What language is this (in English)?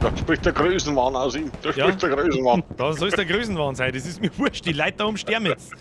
Bavarian